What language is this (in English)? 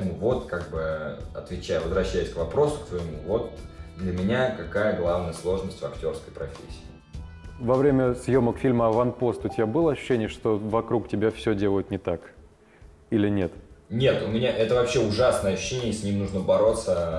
Russian